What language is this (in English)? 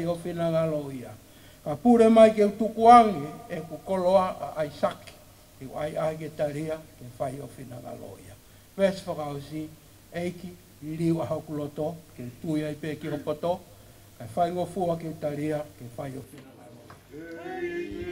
Tongan